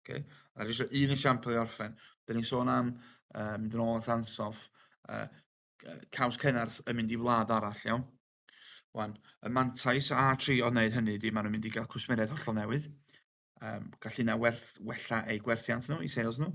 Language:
Welsh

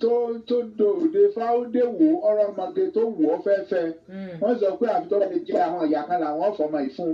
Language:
Yoruba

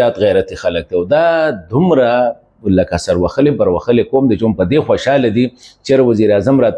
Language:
Pashto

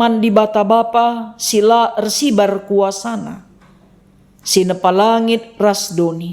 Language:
Batak Karo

